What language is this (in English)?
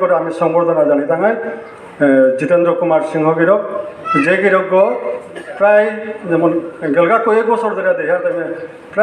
Bishnupriya